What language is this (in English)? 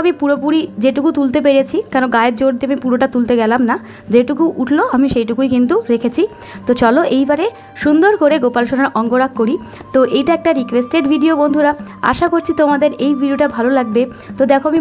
Bangla